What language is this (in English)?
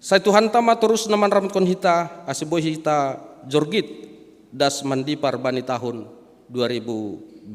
Batak Simalungun